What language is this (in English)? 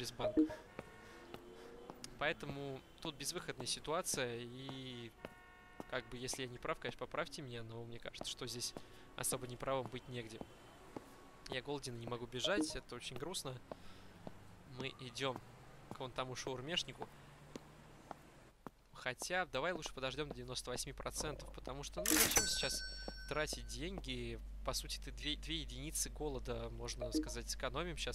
Russian